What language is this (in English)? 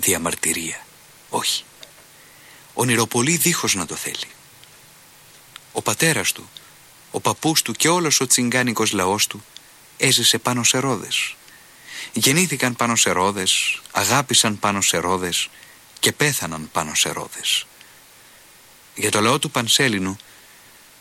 Greek